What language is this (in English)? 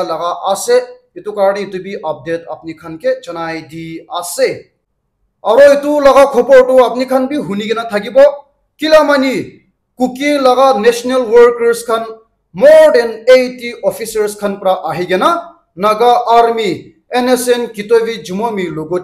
Naga Pidgin